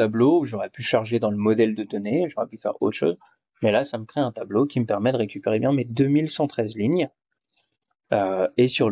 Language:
French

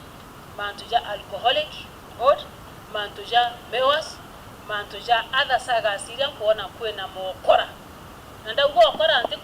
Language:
Meru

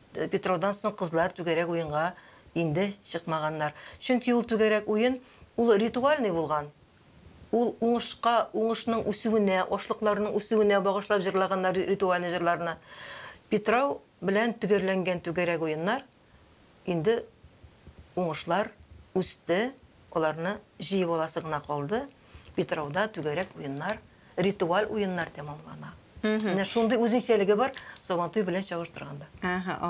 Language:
Tatar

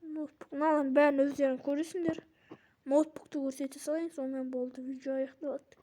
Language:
Kazakh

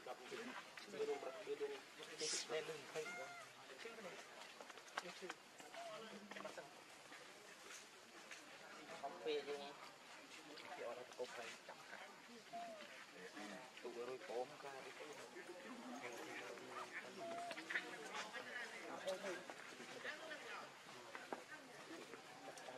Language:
Vietnamese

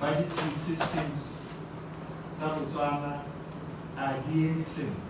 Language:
Tswana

